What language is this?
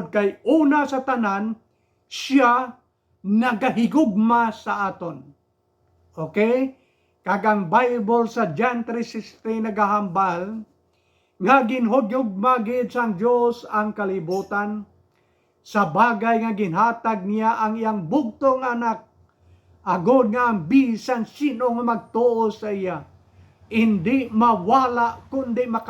Hiligaynon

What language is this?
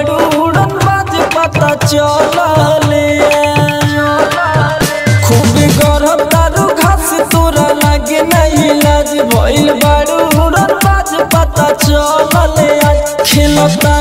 Bhojpuri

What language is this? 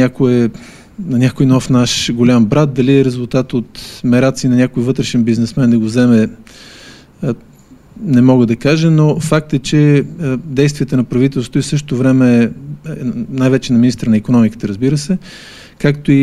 Bulgarian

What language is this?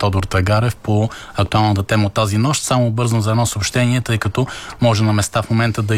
Bulgarian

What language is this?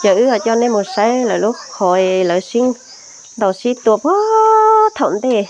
Hmong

